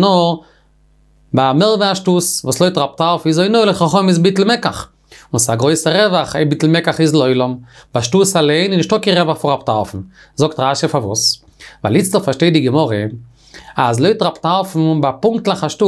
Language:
Yiddish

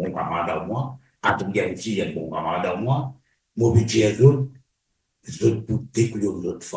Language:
Morisyen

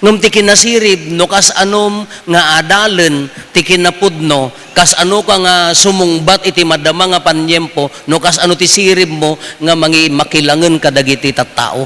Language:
Iloko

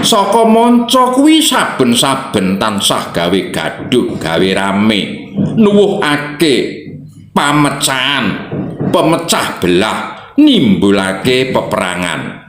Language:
Javanese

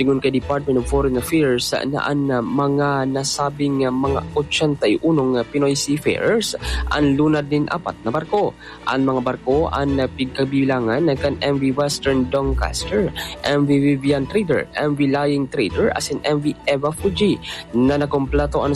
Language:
Bikol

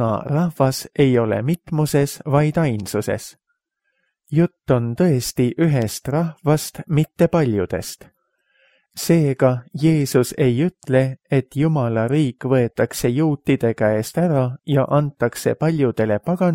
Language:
Estonian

